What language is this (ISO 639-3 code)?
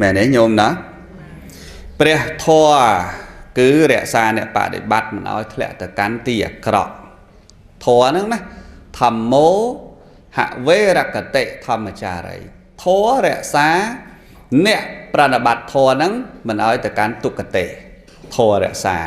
khm